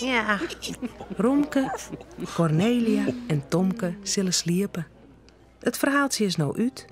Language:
Western Frisian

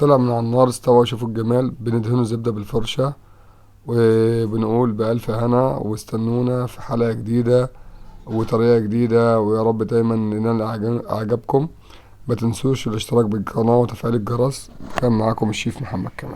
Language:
Egyptian Arabic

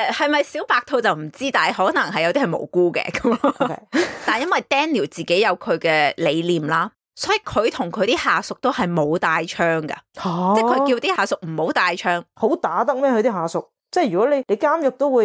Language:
Cantonese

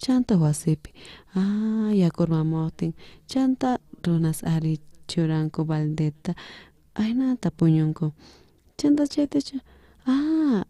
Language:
South Bolivian Quechua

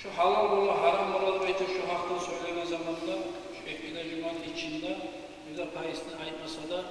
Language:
Kumyk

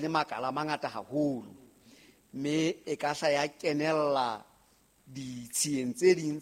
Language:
Southern Sotho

